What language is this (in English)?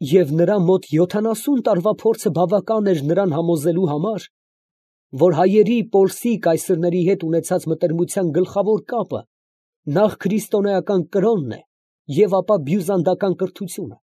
Armenian